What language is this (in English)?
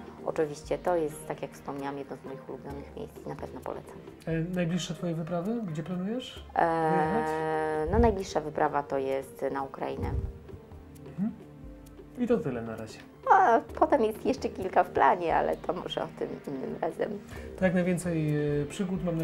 Polish